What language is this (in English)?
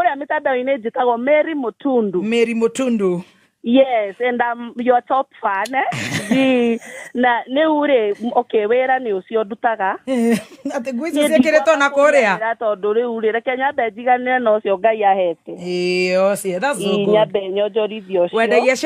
Kikuyu